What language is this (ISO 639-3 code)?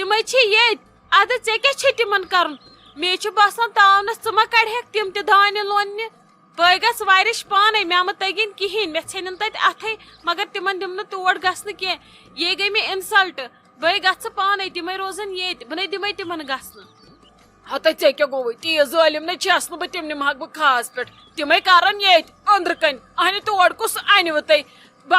kas